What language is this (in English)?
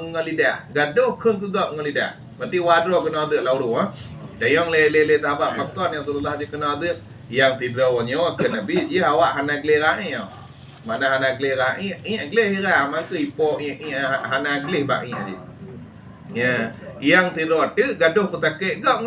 Achinese